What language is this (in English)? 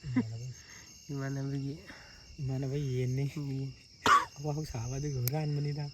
Manipuri